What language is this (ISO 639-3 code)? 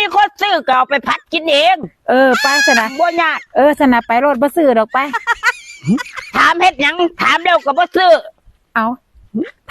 lao